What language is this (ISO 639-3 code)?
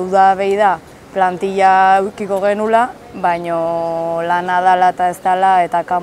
eus